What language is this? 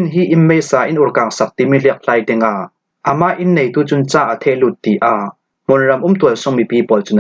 Falam Chin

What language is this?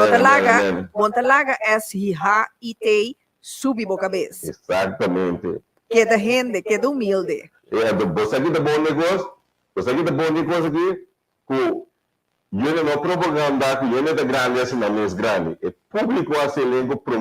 Papiamento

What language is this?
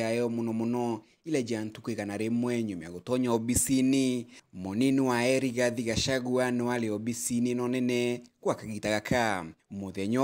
Meru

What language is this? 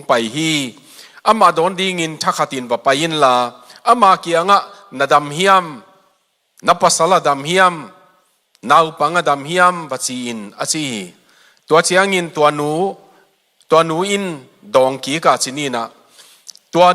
Tedim Chin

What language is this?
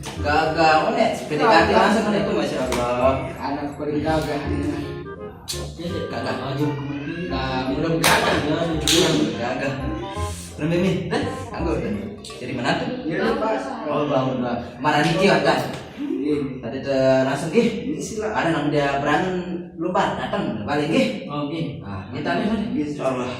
Sasak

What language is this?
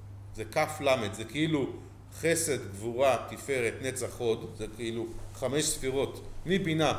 Hebrew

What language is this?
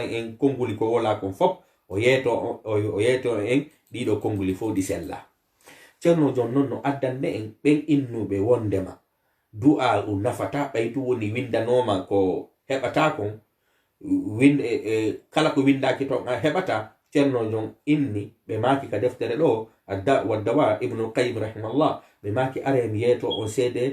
Fula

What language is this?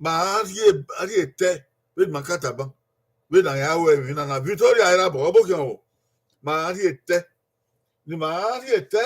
Bini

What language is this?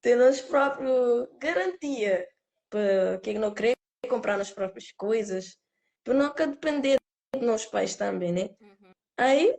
Kabuverdianu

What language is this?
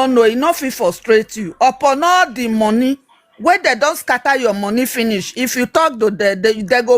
Nigerian Pidgin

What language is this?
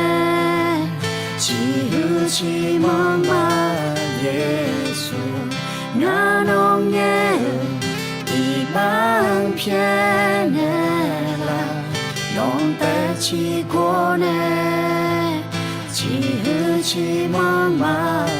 Akha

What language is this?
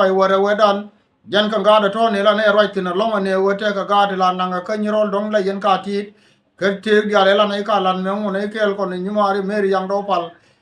Nuer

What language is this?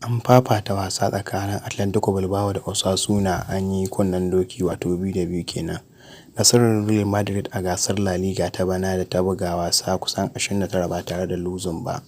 Hausa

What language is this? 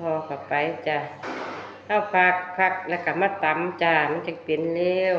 Northeastern Thai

